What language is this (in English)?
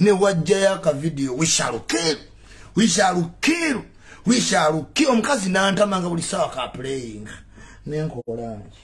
Ganda